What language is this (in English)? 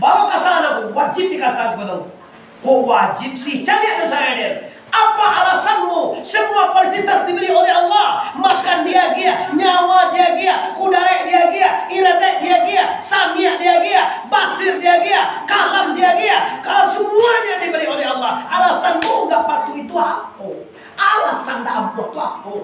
Minangkabau